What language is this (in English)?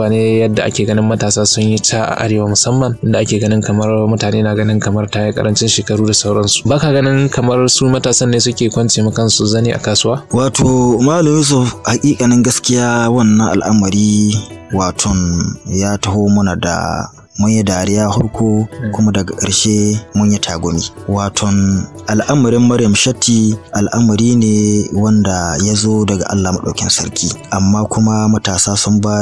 Hausa